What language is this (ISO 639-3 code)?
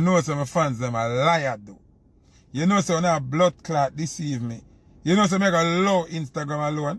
jam